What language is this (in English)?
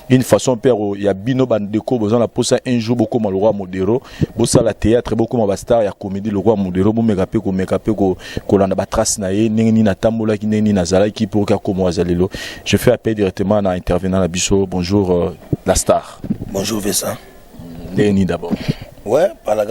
Lingala